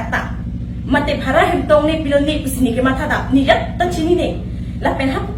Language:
Karbi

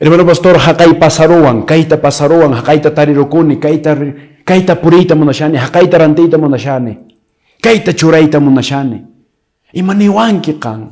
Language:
Quechua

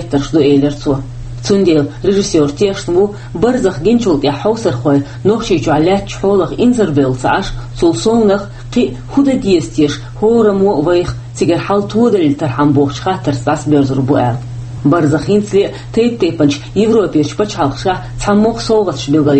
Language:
Chechen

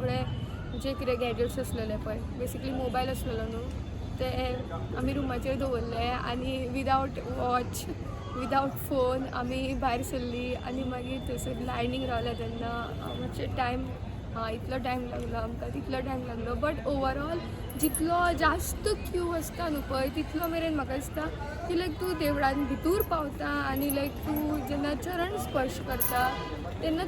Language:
Konkani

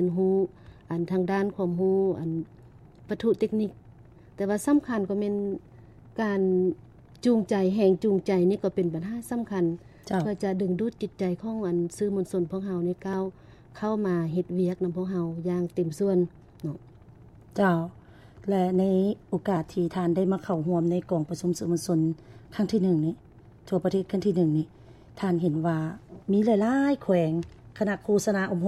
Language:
Lao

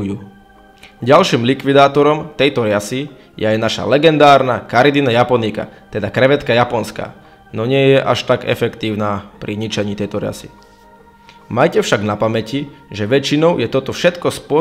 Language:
Slovak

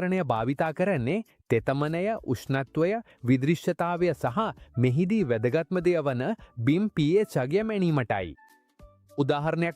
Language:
Sinhala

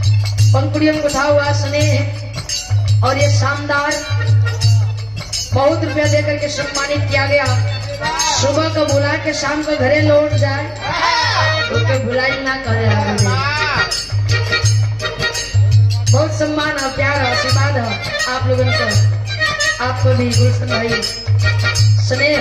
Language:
Bhojpuri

